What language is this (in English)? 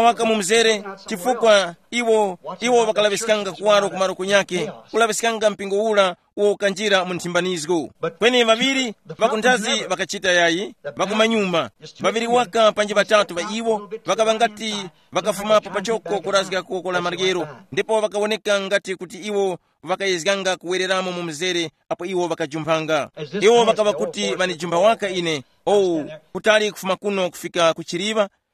Tumbuka